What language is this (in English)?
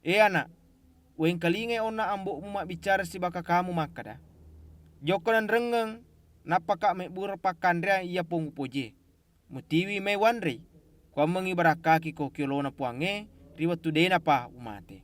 Buginese